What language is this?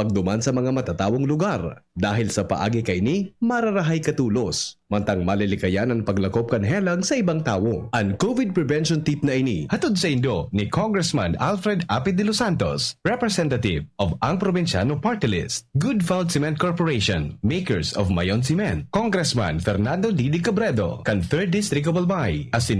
Bikol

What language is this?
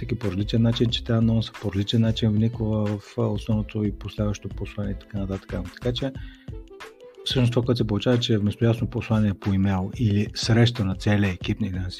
Bulgarian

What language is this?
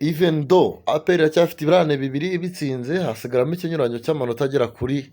Kinyarwanda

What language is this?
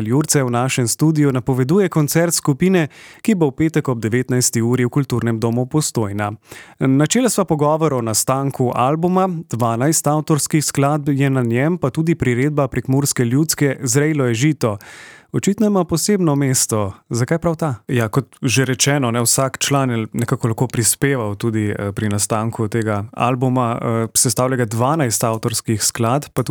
Slovenian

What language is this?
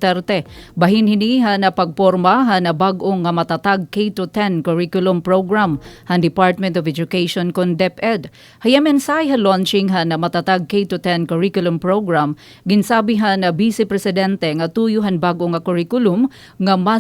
Waray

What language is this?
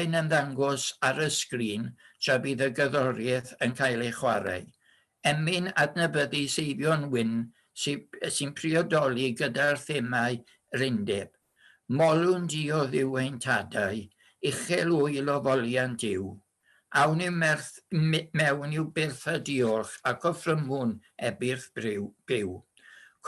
Welsh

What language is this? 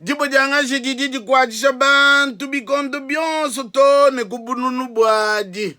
Luba-Lulua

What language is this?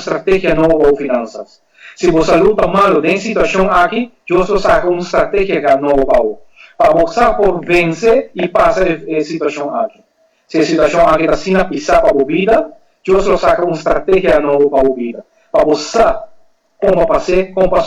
Papiamento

